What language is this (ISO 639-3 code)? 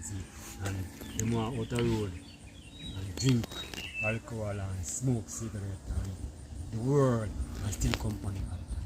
jam